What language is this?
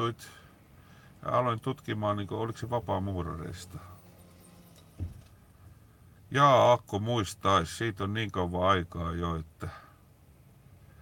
Finnish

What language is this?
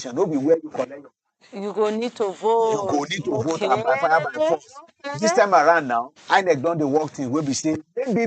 Nigerian Pidgin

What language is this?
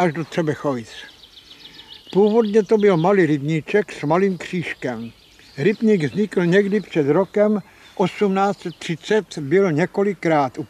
Czech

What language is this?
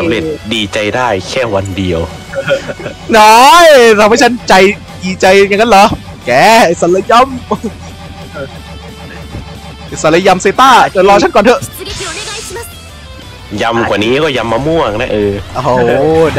Thai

